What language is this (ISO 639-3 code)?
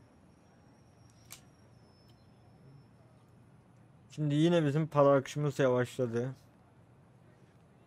tur